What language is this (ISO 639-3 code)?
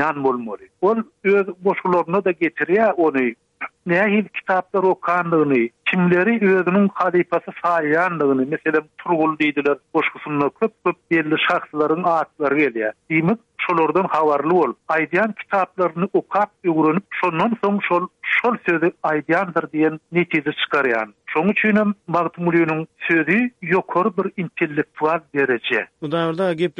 tuk